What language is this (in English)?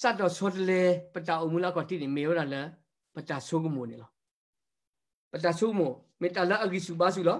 S'gaw Karen